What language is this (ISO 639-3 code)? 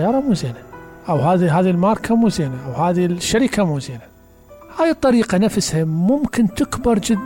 acm